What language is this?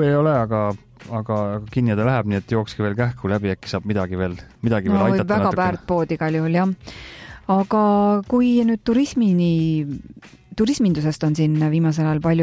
Estonian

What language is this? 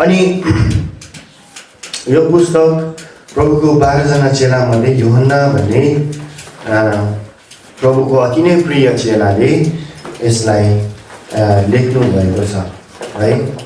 Nepali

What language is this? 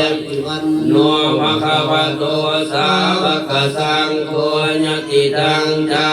Pali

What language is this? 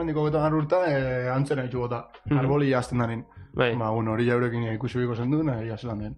Basque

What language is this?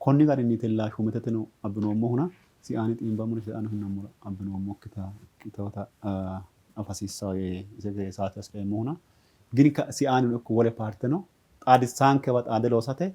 Sidamo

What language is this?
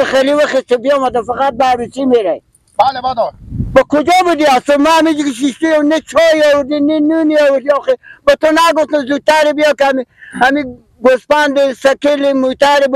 Persian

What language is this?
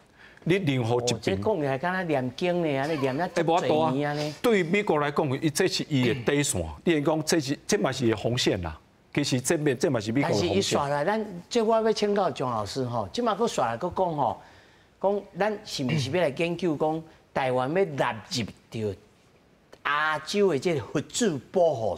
Min Nan Chinese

